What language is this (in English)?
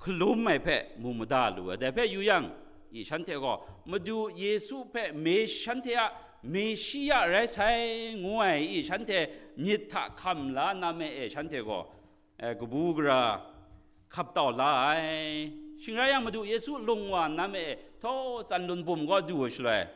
Kachin